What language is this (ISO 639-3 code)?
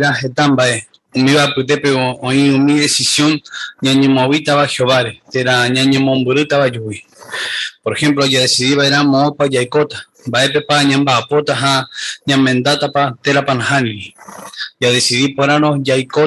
grn